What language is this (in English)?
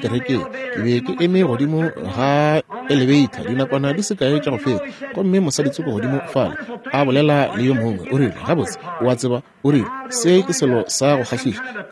Northern Sotho